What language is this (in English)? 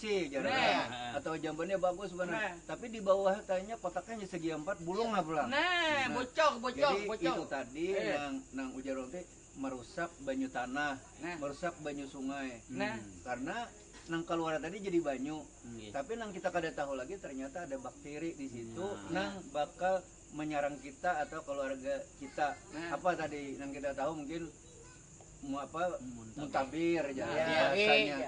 Banjar